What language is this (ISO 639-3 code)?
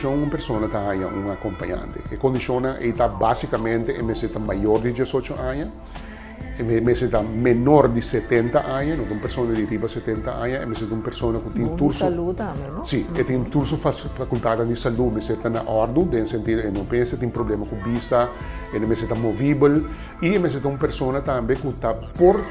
pap